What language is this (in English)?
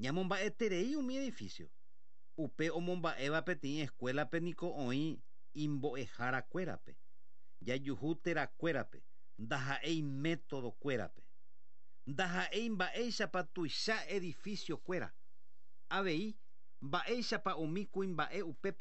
Guarani